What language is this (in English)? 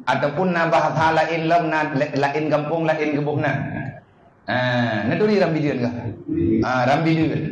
Achinese